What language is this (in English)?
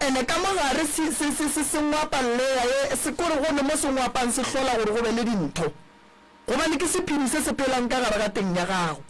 Northern Sotho